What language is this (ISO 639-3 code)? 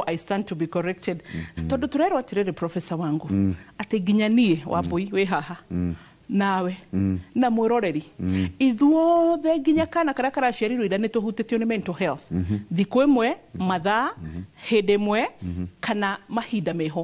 kik